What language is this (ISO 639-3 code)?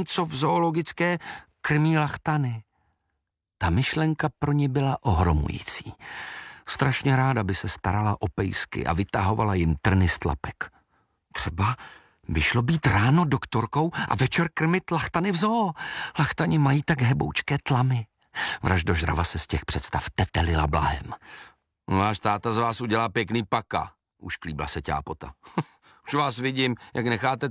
ces